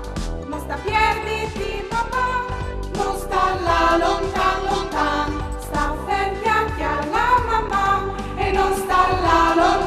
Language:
Friulian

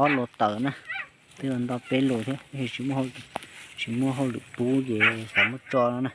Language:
Hmong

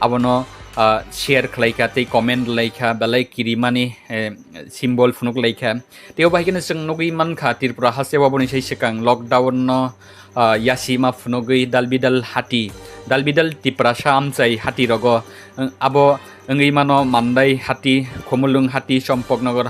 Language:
Kok Borok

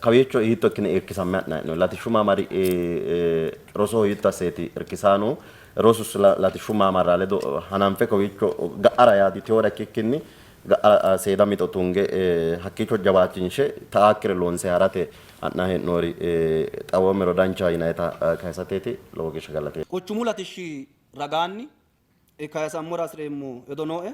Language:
Sidamo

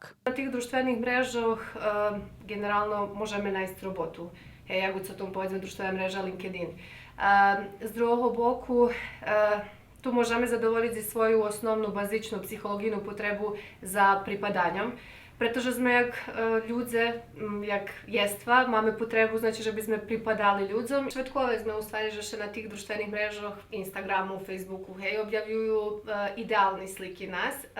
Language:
Rusyn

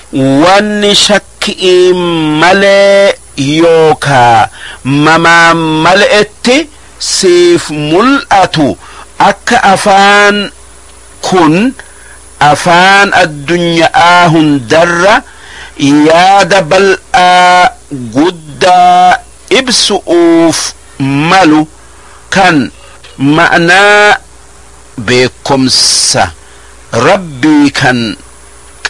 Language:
Oromo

